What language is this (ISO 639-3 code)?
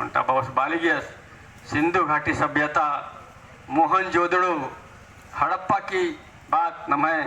kru